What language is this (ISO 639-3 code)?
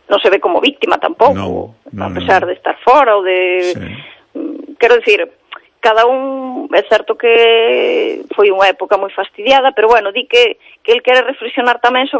glg